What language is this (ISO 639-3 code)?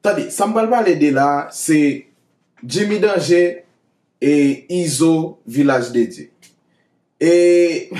hat